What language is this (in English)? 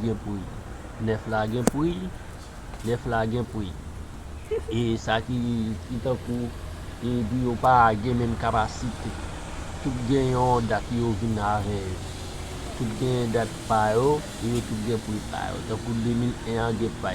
Haitian Creole